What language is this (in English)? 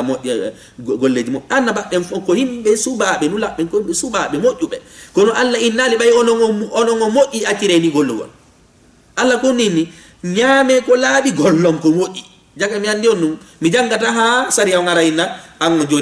Fula